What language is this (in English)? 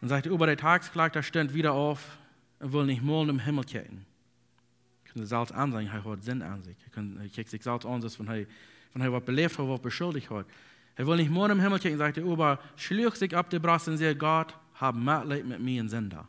Plautdietsch